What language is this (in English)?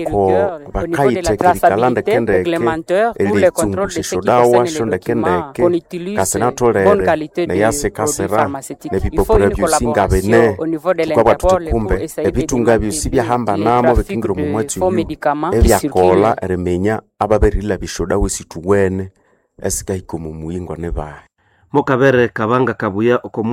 Nande